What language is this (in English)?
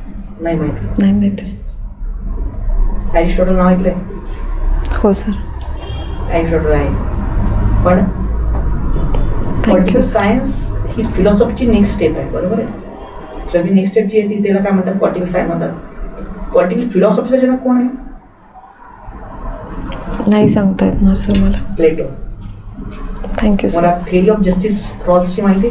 Marathi